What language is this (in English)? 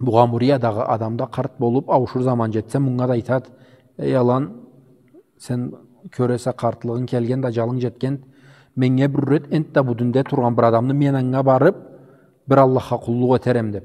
Karachay-Balkar